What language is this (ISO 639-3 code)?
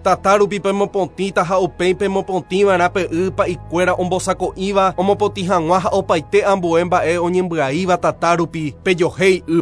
grn